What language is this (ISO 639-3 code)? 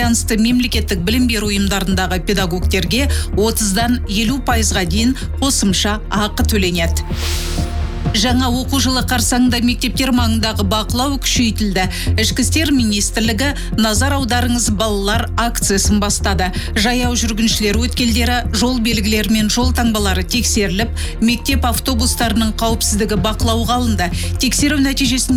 kaz